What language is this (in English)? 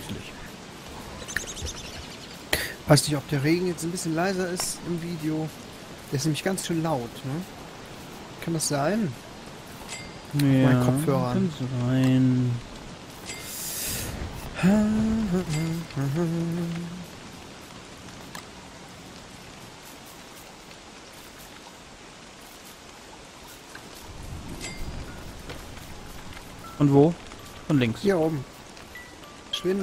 German